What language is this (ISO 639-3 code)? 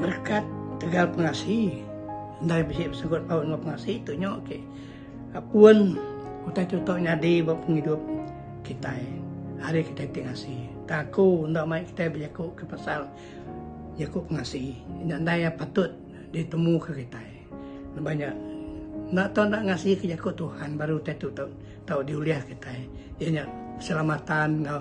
iba